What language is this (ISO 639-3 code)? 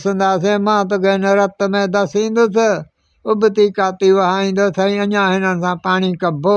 snd